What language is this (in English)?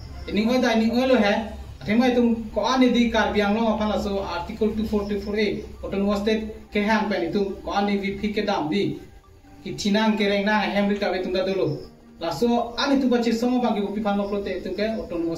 Karbi